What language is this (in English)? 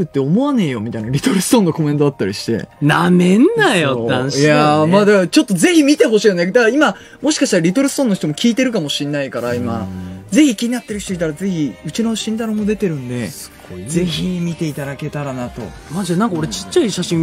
Japanese